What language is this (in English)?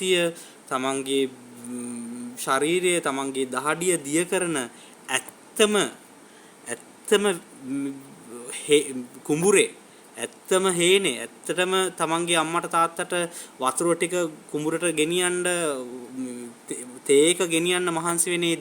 Sinhala